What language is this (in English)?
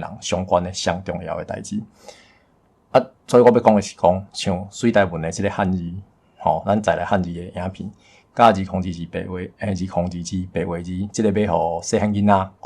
Min Nan Chinese